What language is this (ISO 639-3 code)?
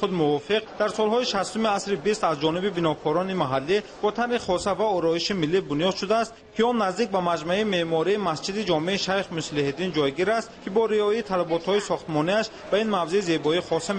tgk